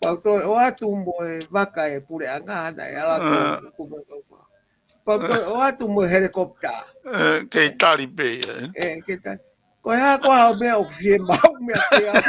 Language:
Tongan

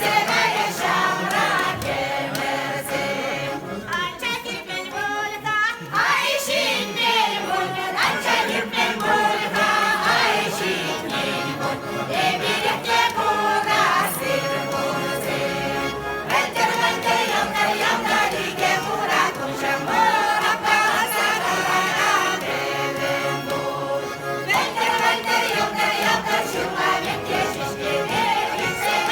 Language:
Chuvash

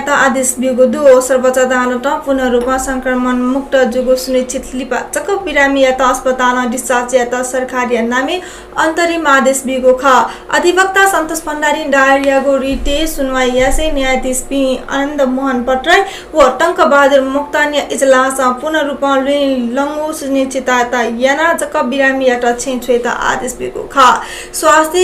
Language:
Newari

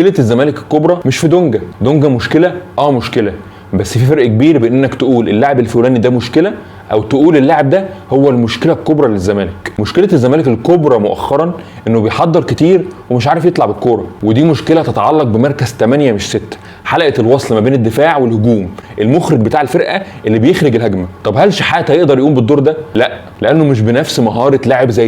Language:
Egyptian Arabic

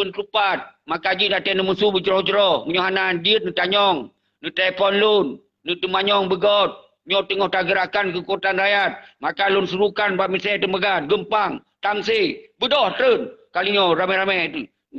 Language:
Achinese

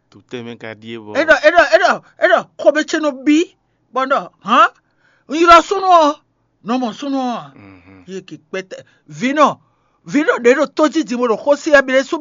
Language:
Fon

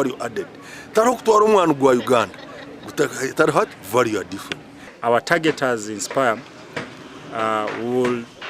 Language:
Nyankole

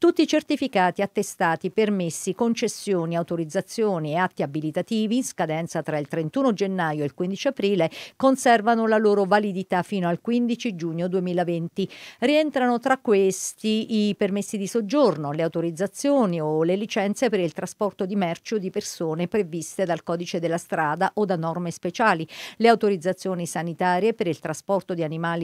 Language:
Italian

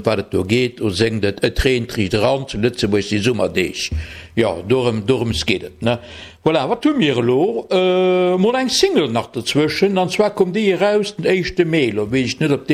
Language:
Luxembourgish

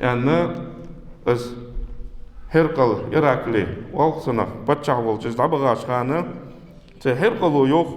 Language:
Ingush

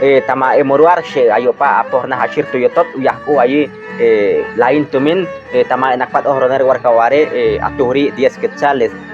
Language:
Chortí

